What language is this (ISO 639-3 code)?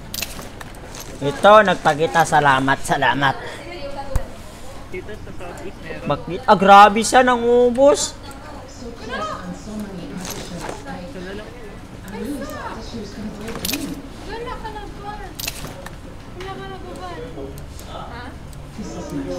fil